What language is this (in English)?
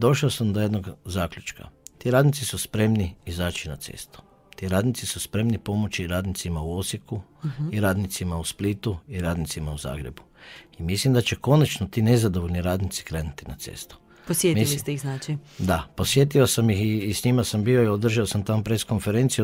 Croatian